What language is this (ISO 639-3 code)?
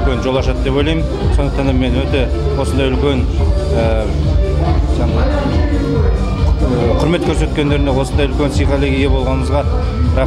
kaz